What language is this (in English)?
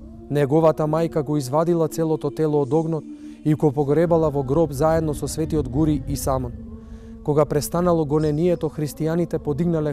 Macedonian